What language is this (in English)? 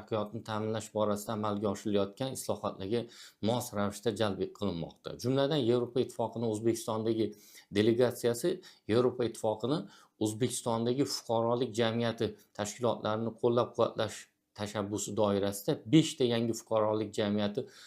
Uzbek